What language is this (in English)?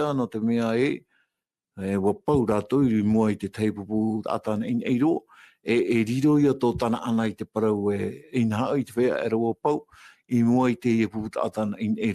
Tahitian